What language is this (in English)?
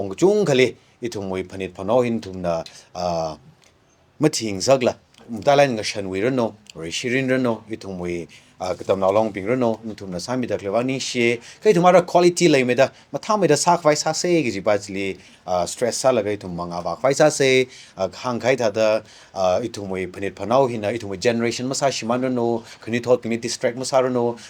Tangkhul Naga (India)